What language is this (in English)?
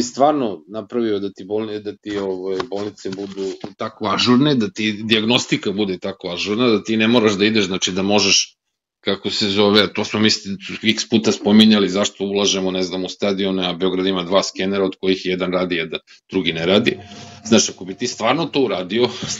Serbian